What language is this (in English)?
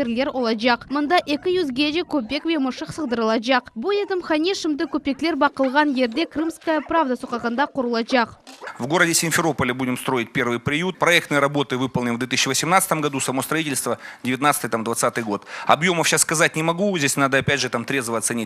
Crimean Tatar